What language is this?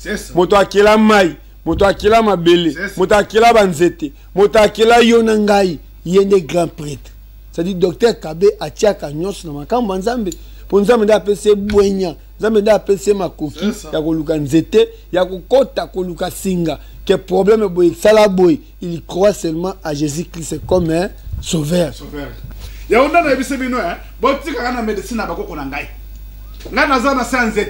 Lingala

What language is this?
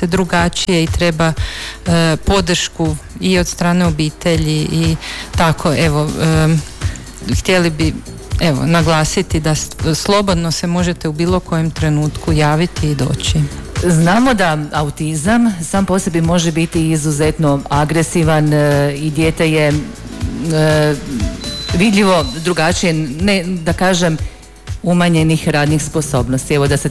Croatian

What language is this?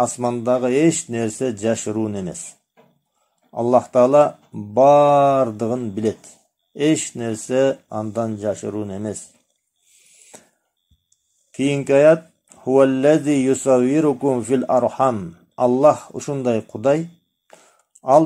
Kyrgyz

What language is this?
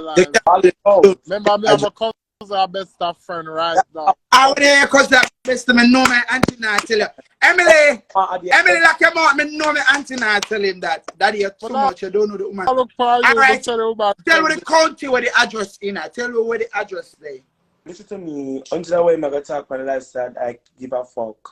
Jamaican Creole English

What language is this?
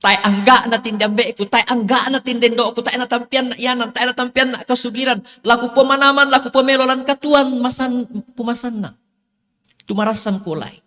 Toraja-Sa'dan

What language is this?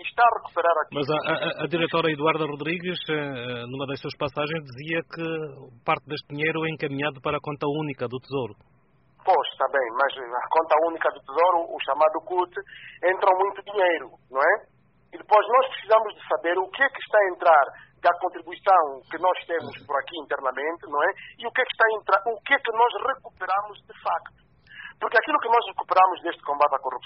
Portuguese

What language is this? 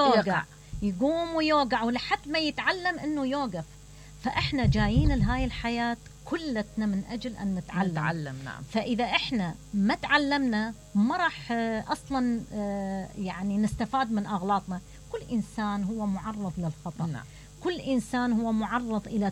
Mesopotamian Arabic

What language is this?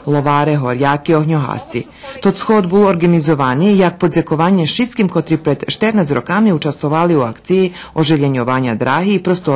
Rusyn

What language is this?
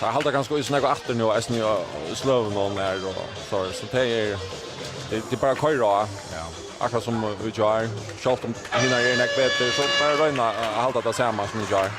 Faroese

